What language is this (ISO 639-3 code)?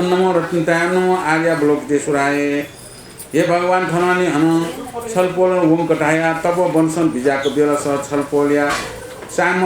new